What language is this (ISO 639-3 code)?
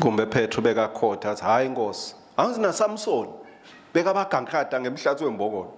ssw